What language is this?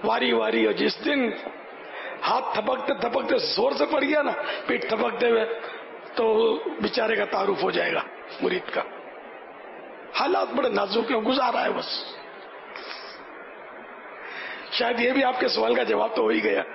Urdu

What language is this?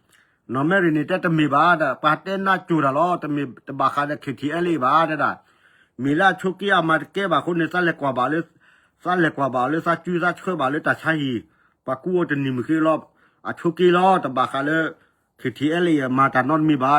S'gaw Karen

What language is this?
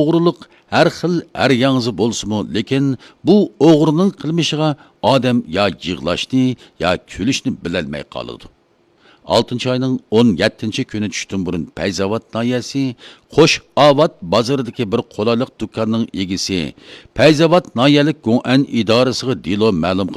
Uyghur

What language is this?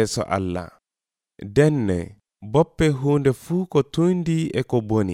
Nigerian Fulfulde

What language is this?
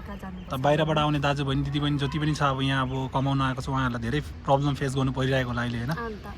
Nepali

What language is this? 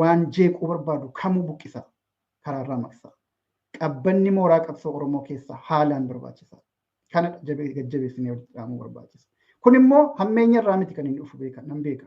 Oromo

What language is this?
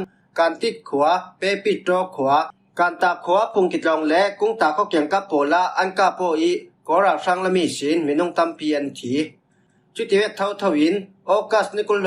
Falam Chin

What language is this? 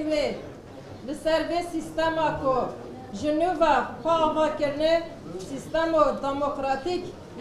Kurdish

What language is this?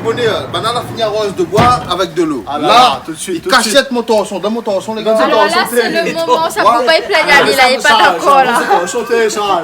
Réunion Creole French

